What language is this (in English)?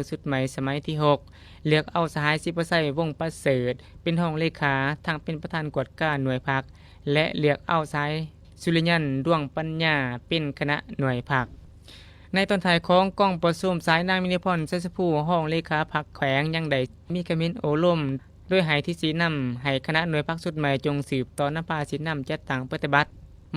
Lao